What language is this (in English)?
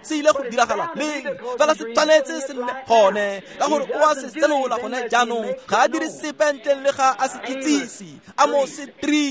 Tswana